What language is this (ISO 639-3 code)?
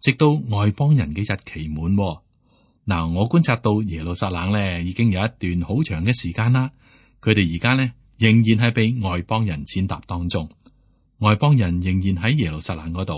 yue